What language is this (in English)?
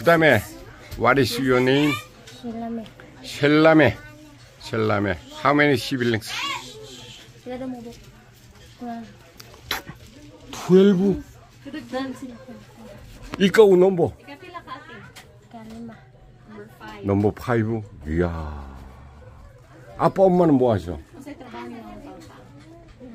Korean